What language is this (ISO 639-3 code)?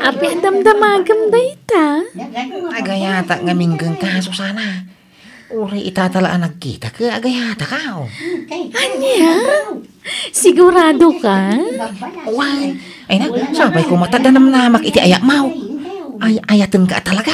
ilo